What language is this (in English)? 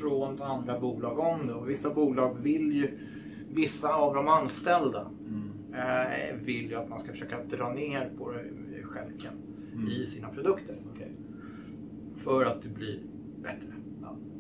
Swedish